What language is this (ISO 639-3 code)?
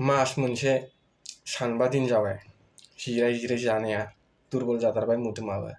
brx